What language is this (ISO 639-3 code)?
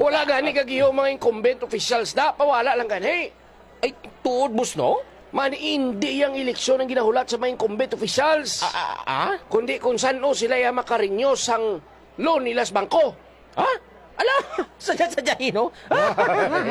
hil